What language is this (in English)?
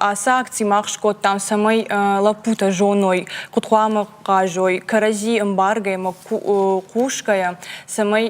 Ossetic